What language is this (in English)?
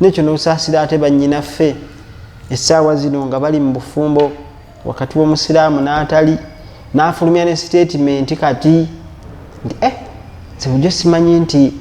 Ganda